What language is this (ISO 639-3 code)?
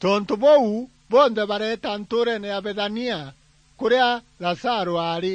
mer